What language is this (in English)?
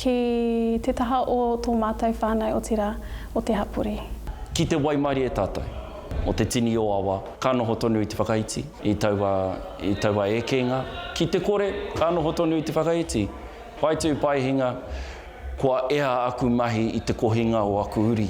Māori